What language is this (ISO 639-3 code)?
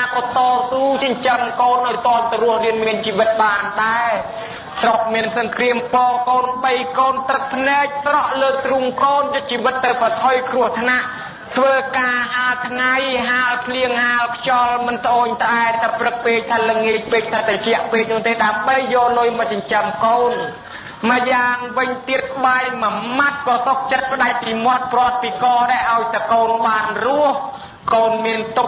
khm